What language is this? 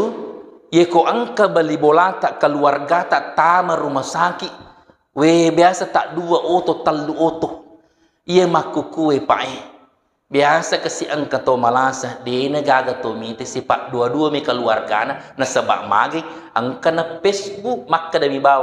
Buginese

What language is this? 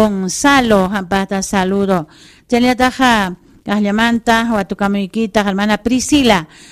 Ayacucho Quechua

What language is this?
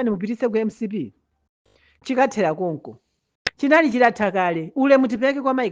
Nyanja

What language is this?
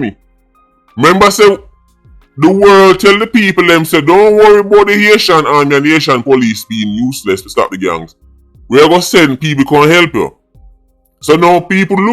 Jamaican Creole English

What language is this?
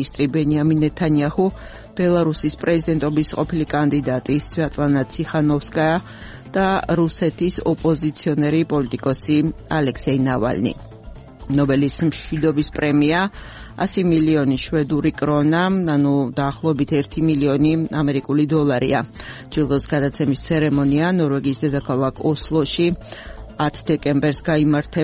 Georgian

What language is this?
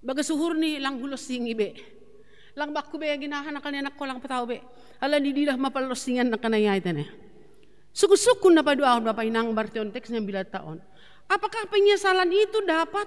Batak Simalungun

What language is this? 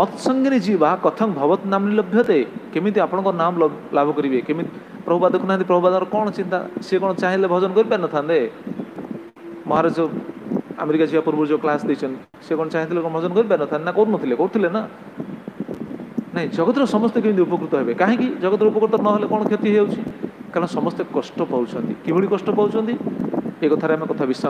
Odia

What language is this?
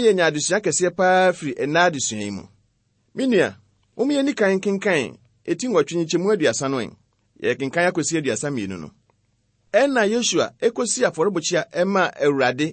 Akan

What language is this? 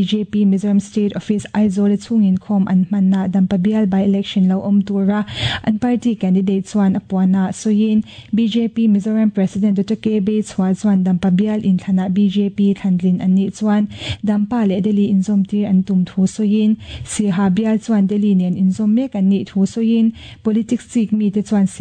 Mizo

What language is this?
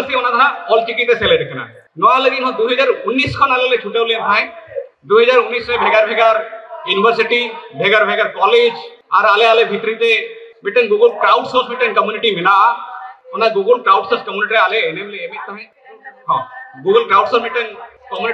Santali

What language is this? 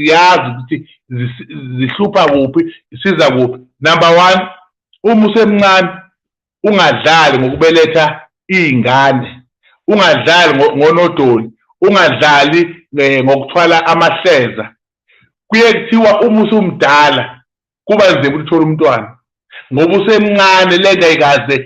Zulu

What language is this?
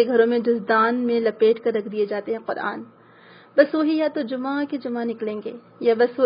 Urdu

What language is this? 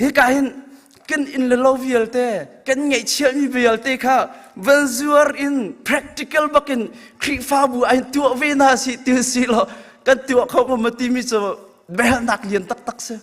Hakha Chin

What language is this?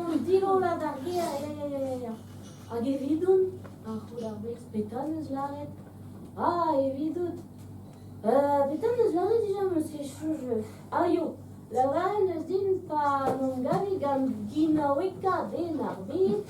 Breton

